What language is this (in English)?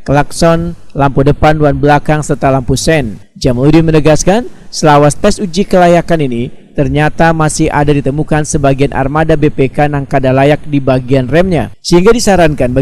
Banjar